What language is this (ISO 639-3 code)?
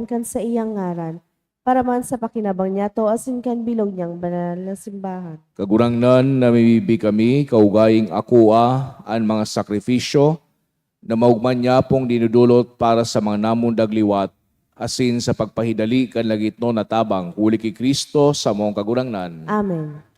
bik